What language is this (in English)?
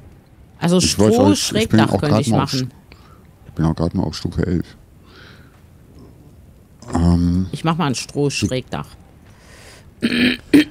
German